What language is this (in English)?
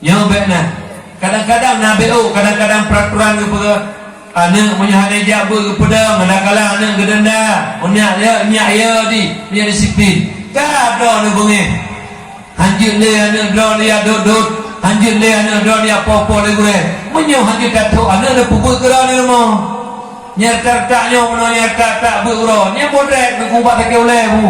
Achinese